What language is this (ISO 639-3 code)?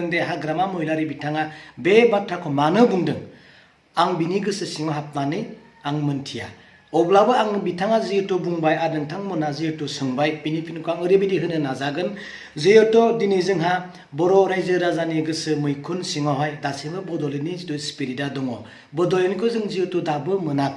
brx